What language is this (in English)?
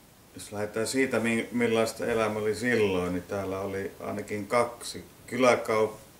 Finnish